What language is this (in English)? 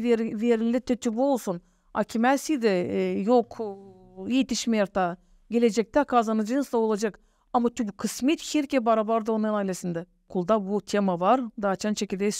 Gagauz